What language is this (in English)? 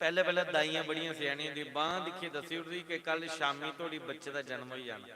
Dogri